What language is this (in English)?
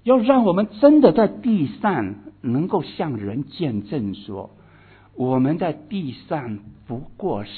Chinese